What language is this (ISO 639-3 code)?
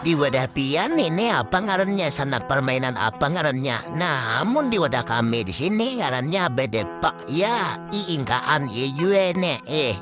bjn